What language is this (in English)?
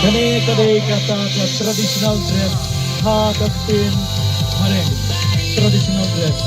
Khasi